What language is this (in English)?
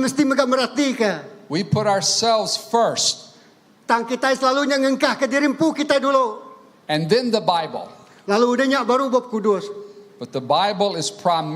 Iban